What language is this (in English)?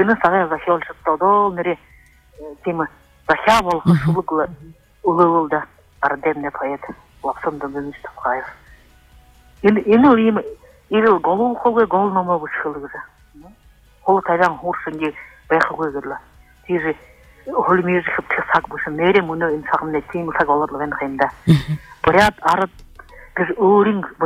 Buriat